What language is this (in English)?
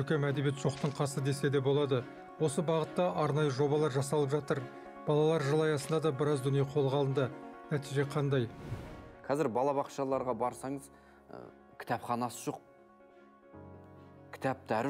Kazakh